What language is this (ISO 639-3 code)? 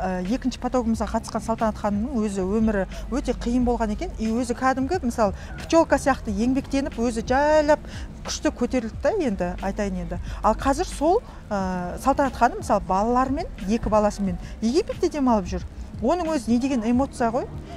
kaz